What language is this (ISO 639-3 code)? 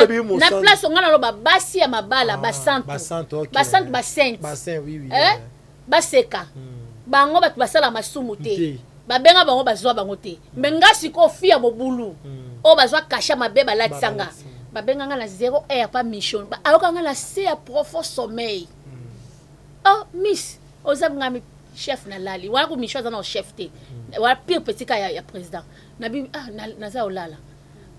lin